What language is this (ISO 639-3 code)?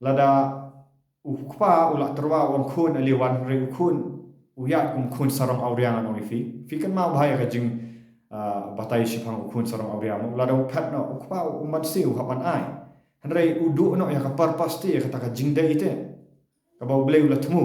kha